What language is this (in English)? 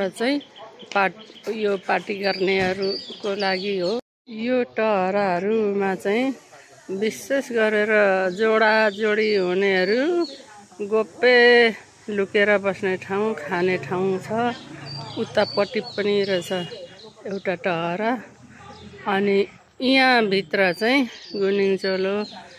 Nepali